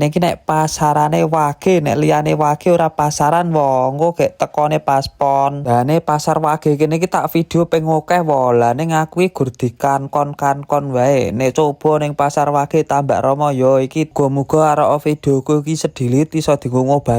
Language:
Javanese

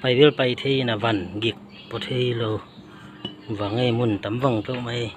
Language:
Tedim Chin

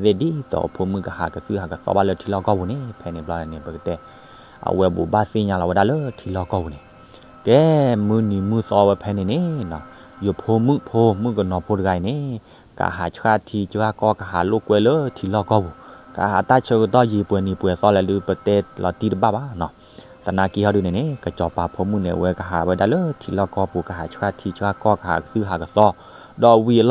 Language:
S'gaw Karen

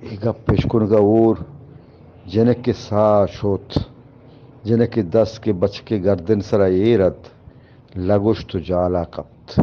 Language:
Eastern Balochi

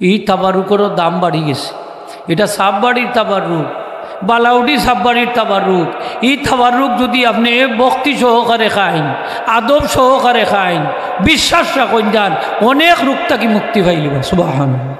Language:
Sylheti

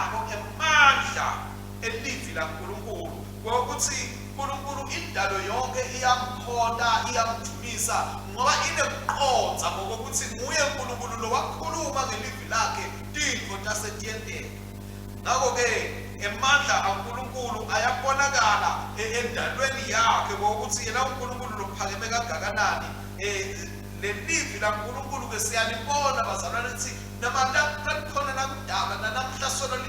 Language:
Swati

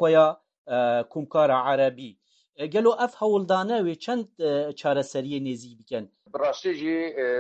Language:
Kurdish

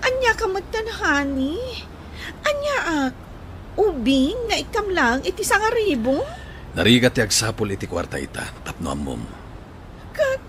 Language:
Iloko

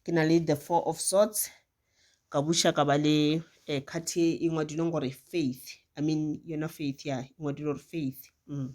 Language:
Northern Sotho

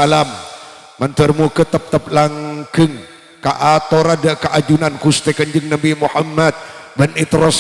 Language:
Madurese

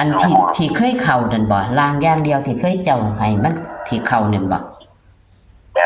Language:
Northeastern Thai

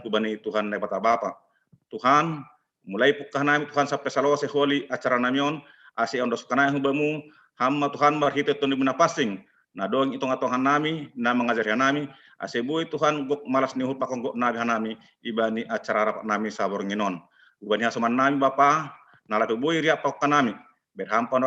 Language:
Batak Simalungun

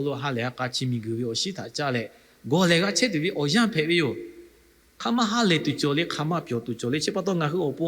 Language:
Lahu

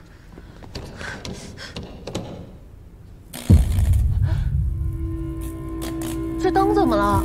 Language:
Chinese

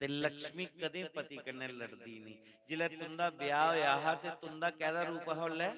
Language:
Dogri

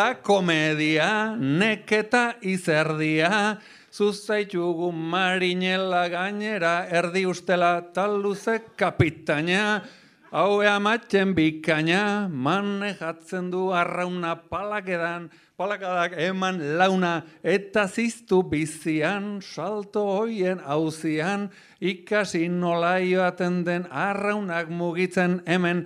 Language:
Basque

